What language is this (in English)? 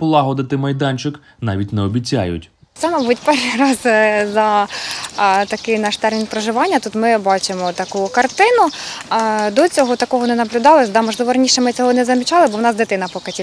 Ukrainian